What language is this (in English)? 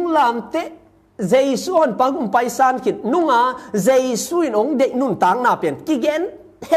Tedim Chin